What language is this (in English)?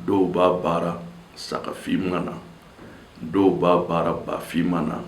Bambara